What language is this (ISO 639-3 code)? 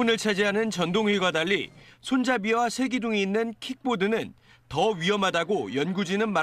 kor